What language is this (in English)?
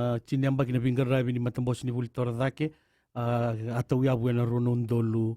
Fijian